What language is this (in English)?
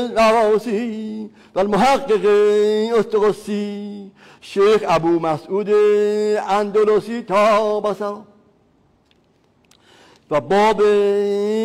Persian